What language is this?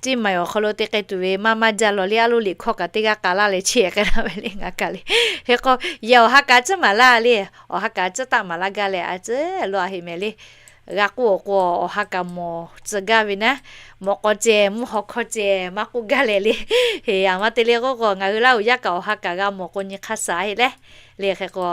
Lahu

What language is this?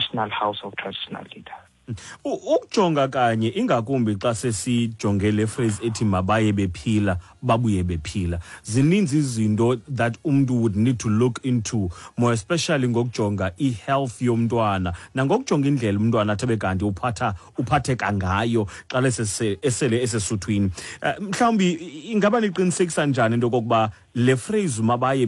Xhosa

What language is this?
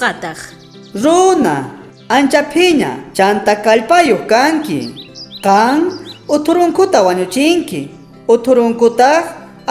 South Bolivian Quechua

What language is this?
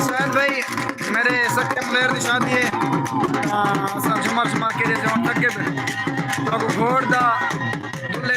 Saraiki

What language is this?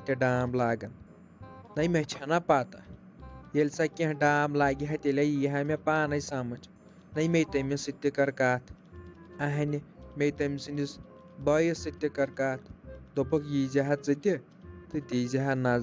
Kashmiri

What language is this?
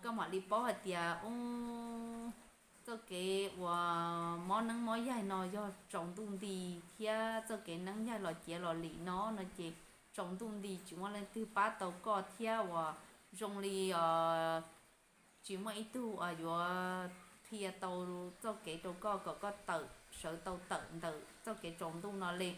Hmong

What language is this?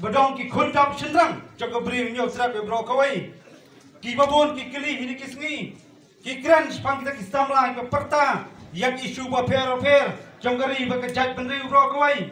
Khasi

